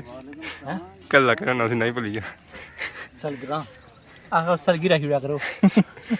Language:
Pahari-Potwari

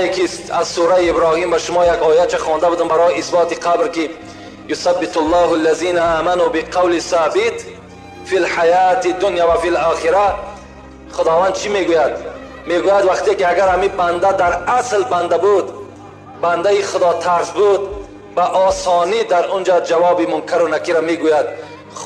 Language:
Tajik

